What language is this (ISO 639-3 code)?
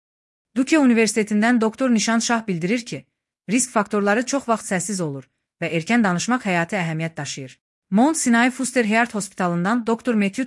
aze